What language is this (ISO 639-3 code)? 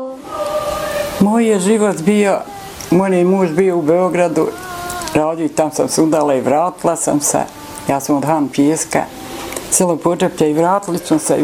bos